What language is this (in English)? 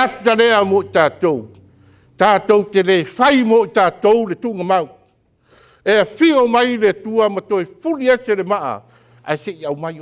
Samoan